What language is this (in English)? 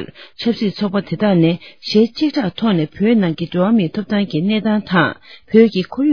Tibetan